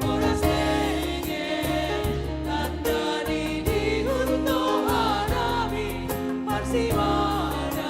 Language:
Batak Simalungun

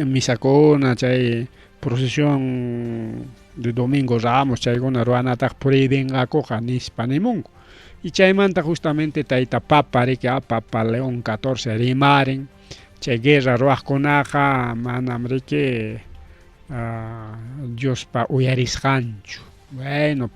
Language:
Ayacucho Quechua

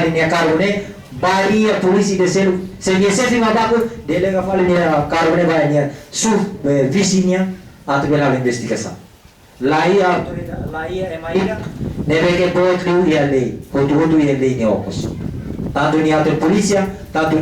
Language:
Tetum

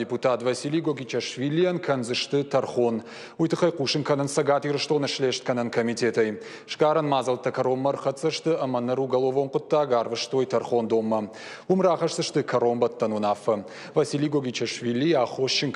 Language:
Ossetic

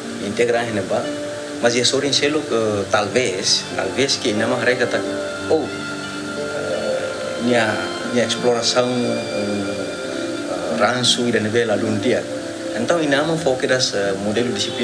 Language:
Tetum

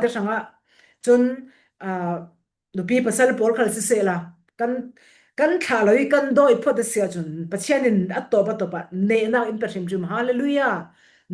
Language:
Falam Chin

